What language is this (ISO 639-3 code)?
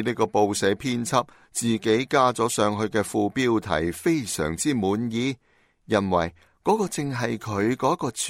yue